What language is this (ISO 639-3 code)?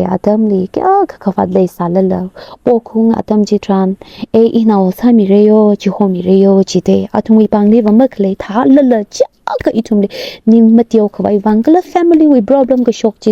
nmf